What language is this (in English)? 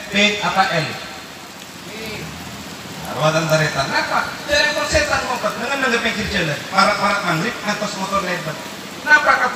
Madurese